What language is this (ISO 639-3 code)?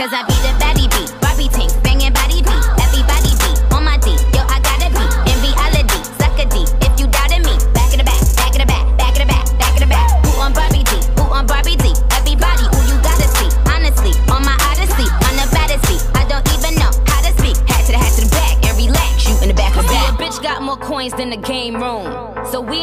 eng